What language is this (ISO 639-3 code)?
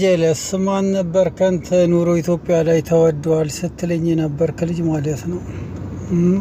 amh